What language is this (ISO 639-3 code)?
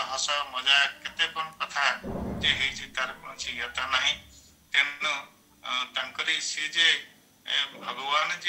ori